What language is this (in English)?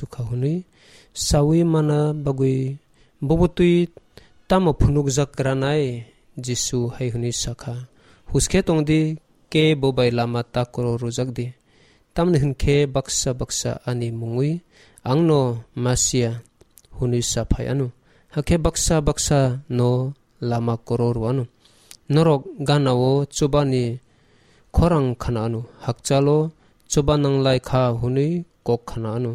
Kok Borok